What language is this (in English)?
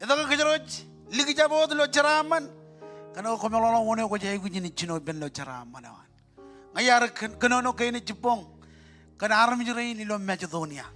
Marshallese